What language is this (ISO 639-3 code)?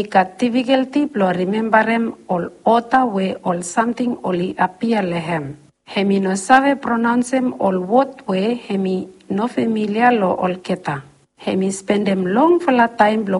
bis